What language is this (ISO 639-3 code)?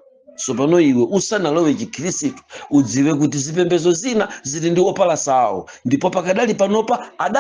nya